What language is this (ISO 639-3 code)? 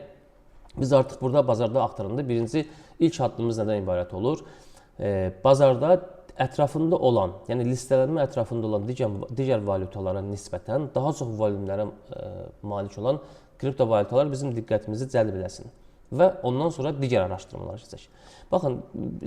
aze